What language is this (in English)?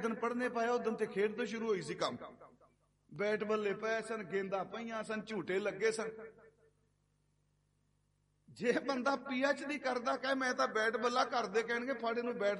Punjabi